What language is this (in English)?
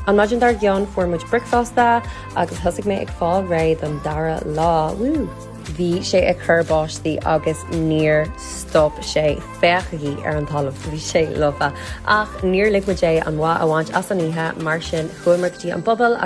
Irish